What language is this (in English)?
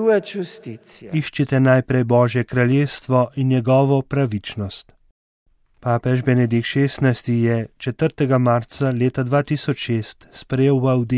Slovenian